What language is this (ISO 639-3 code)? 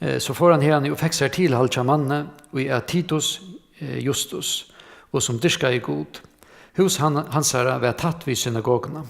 fao